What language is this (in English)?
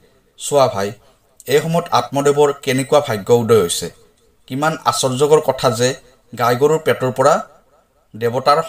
Assamese